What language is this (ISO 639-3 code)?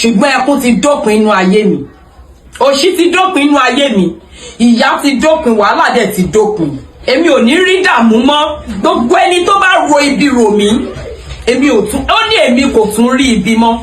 yor